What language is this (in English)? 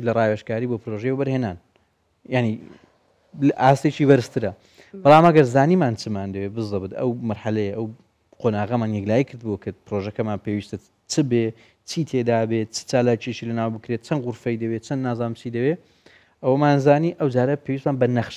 Central Kurdish